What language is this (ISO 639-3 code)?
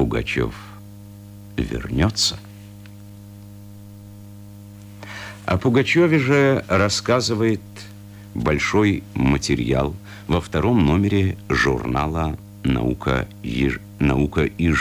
rus